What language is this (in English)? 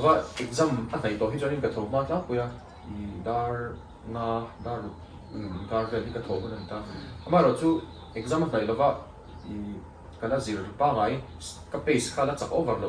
Mizo